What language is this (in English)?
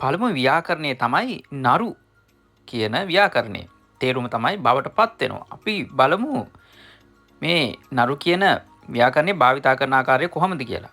Sinhala